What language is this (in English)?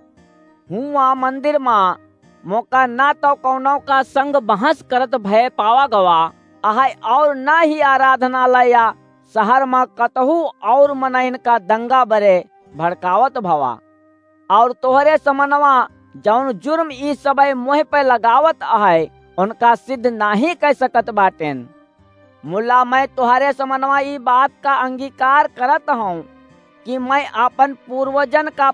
Awadhi